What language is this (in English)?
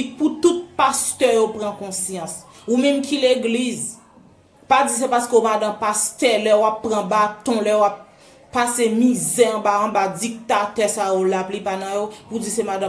Haitian Creole